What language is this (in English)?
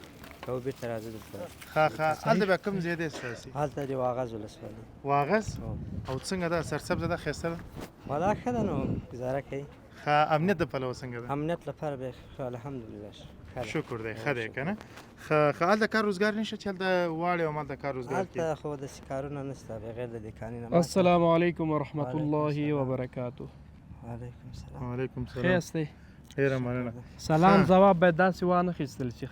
Pashto